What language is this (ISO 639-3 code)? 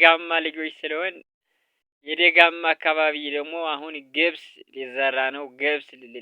amh